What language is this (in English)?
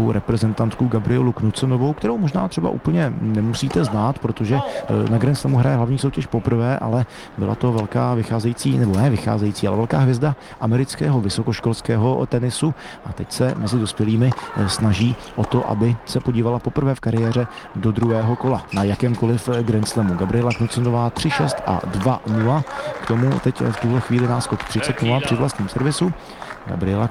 Czech